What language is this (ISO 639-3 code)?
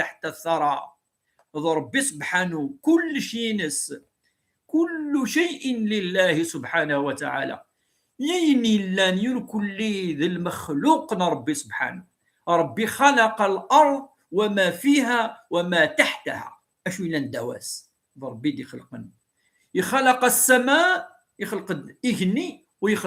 kab